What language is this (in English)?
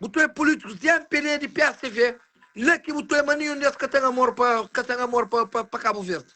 Kabuverdianu